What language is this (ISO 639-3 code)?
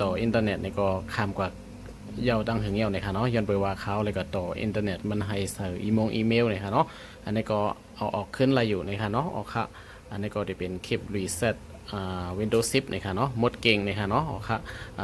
shn